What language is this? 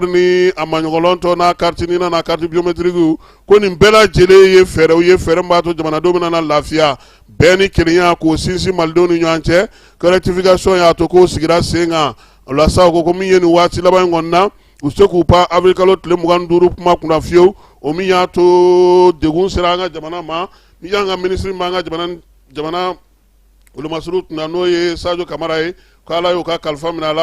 Bambara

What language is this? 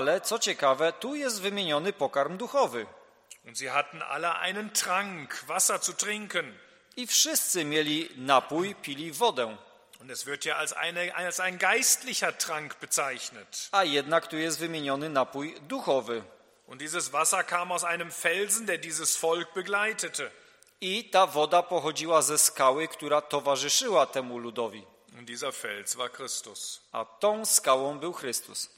Polish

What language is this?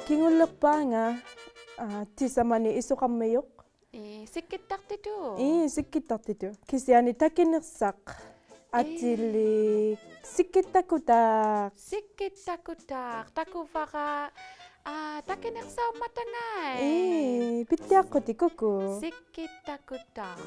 Inuktitut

